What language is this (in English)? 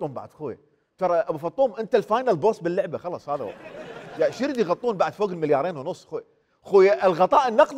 Mesopotamian Arabic